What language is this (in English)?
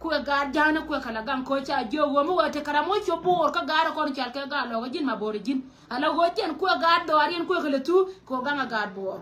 Nuer